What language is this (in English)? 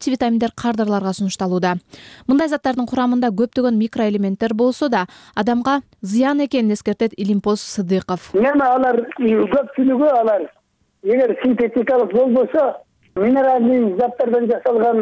Kyrgyz